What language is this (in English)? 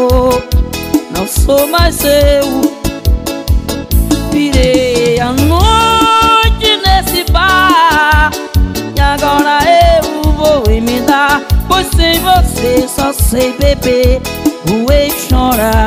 Portuguese